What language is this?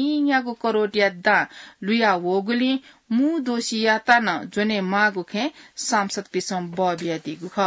Newari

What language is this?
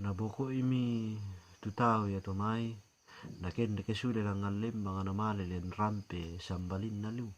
Toraja-Sa'dan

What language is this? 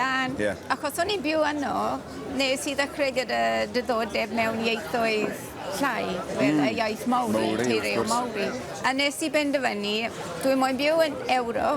Welsh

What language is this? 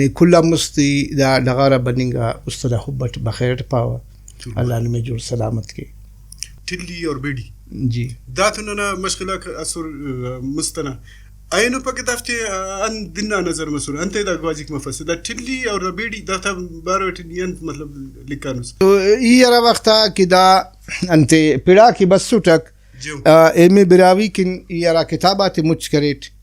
Brahui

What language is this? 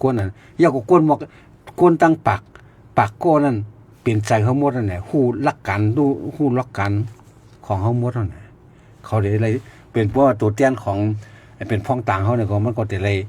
Shan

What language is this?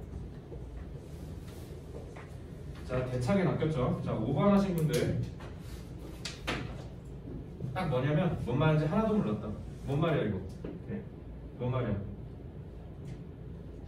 Korean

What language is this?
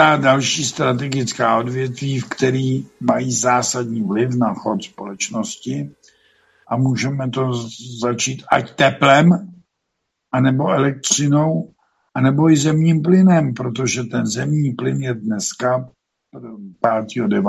Czech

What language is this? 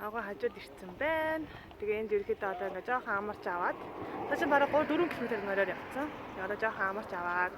Mongolian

